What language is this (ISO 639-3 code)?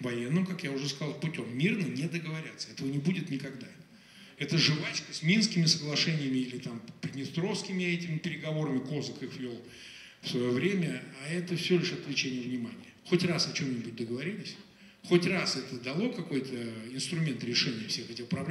rus